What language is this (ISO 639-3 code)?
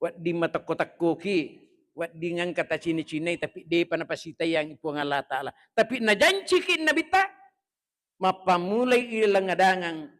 bug